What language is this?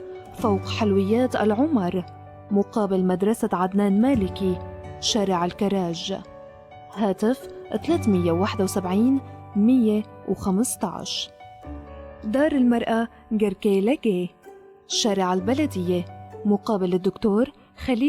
North Levantine Arabic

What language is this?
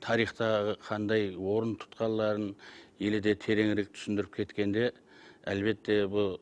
Kara-Kalpak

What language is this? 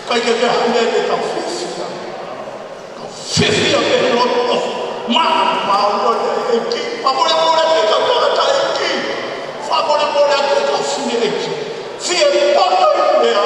Tongan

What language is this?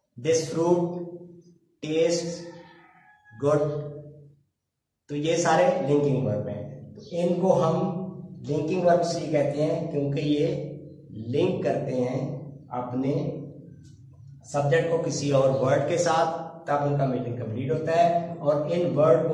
Hindi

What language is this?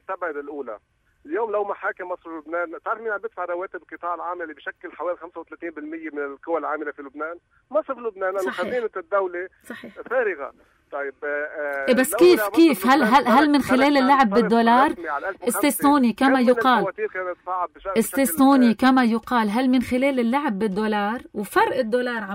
North Levantine Arabic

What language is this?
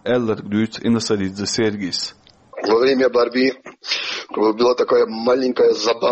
Chechen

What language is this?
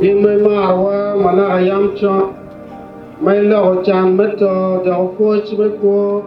Acoli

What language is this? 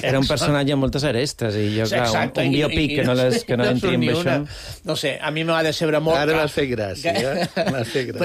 Catalan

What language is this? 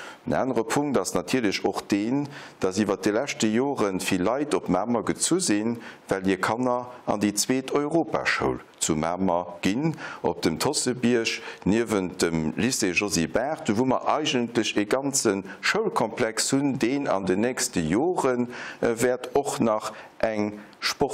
Luxembourgish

